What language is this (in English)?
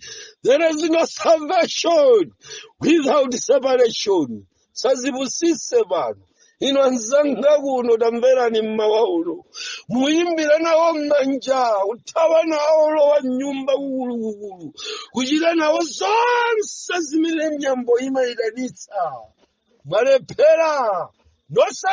Nyanja